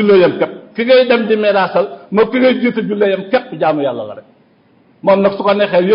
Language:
Wolof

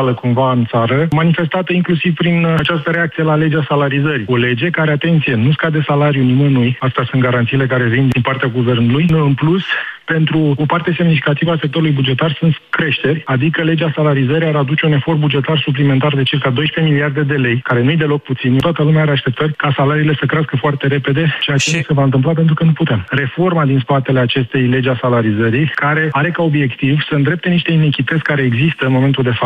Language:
Romanian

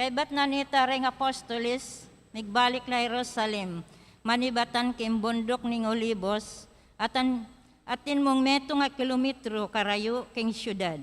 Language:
Pampanga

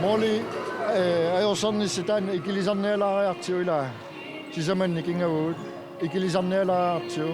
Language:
Kalaallisut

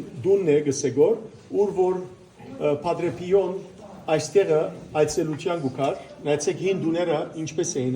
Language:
Western Armenian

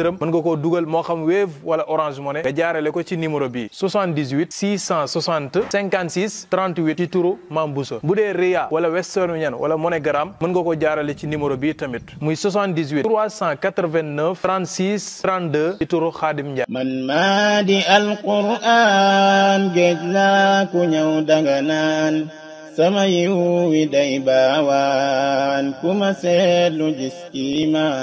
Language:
Wolof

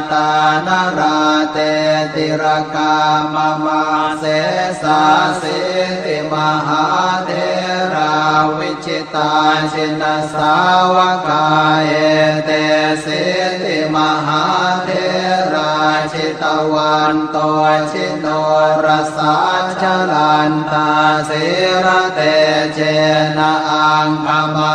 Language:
Pali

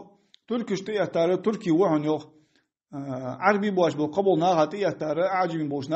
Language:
Ingush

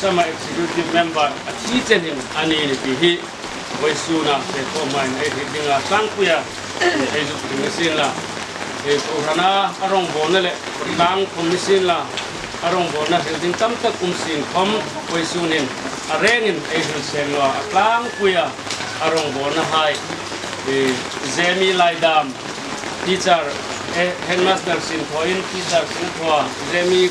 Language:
Hmar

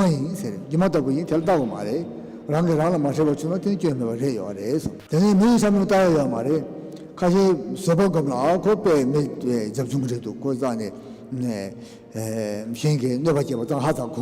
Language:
Tibetan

